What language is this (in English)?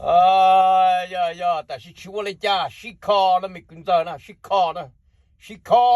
Hmong